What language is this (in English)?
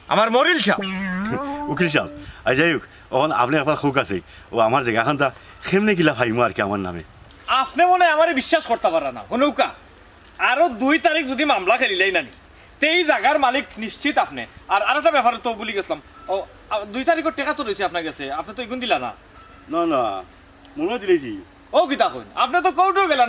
Sylheti